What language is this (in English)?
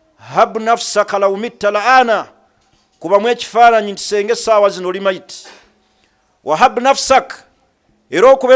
Ganda